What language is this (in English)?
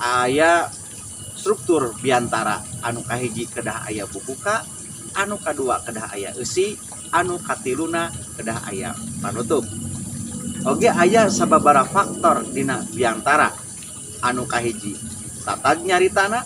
Sundanese